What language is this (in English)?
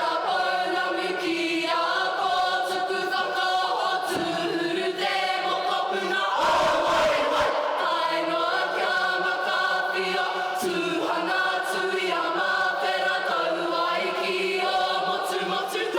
Māori